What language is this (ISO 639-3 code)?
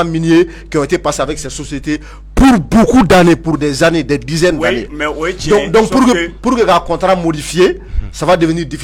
bam